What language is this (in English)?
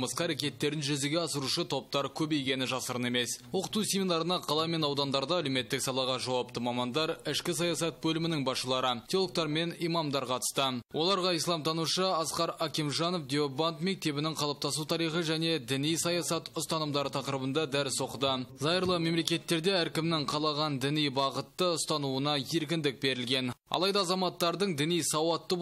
Kazakh